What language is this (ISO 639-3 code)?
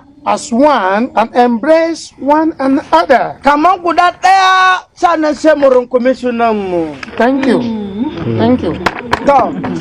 hau